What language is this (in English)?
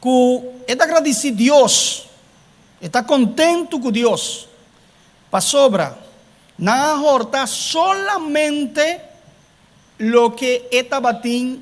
Papiamento